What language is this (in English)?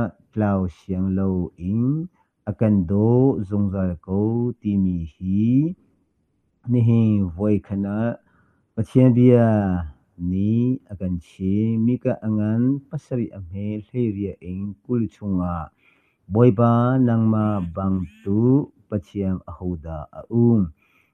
Hakha Chin